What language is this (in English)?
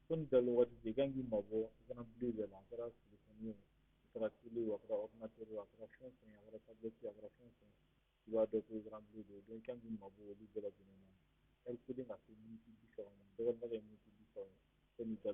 Bambara